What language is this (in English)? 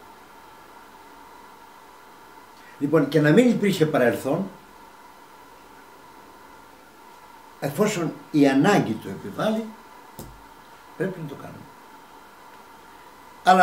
Greek